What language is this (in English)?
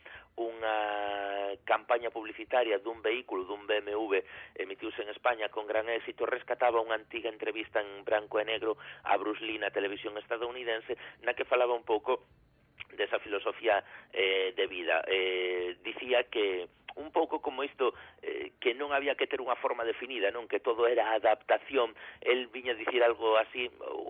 Galician